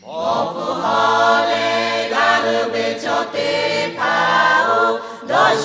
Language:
Lahu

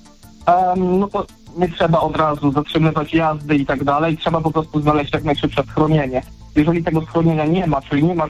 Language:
Polish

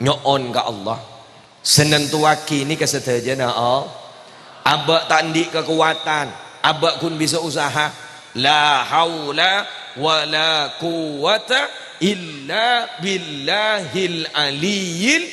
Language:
Madurese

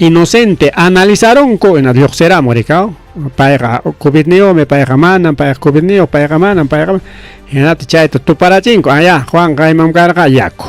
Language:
Ayacucho Quechua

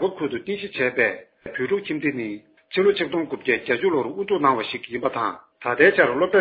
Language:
Tibetan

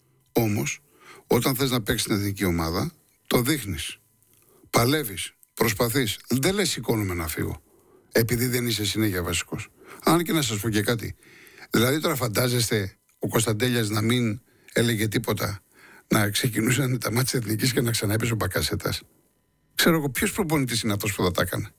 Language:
Greek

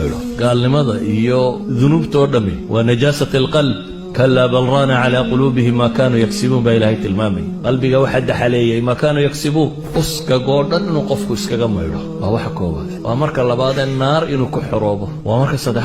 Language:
Somali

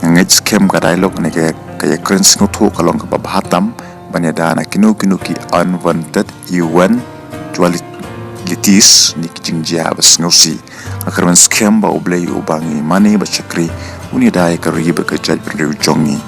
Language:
Khasi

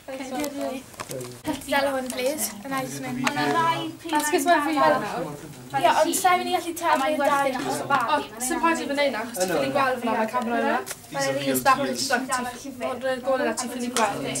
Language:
Welsh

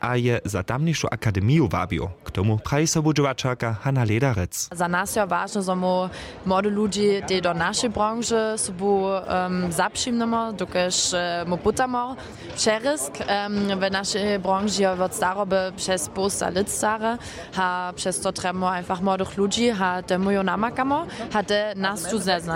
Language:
Upper Sorbian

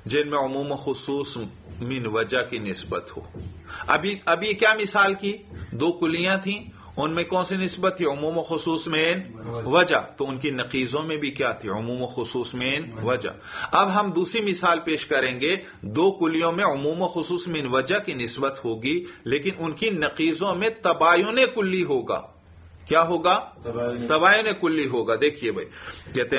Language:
Urdu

